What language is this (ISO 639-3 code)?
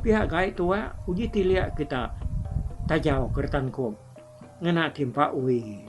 iba